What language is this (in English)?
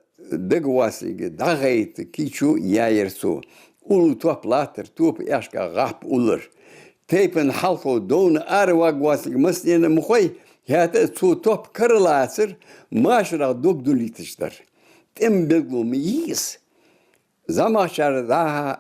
Ingush